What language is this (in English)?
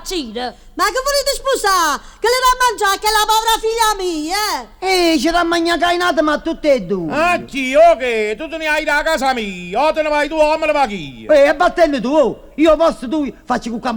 Neapolitan